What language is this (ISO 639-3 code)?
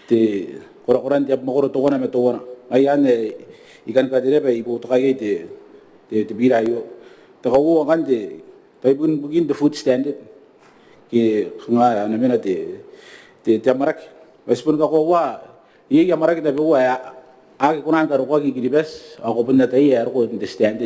gil